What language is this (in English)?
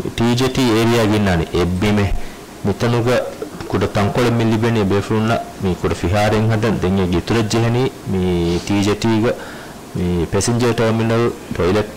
Divehi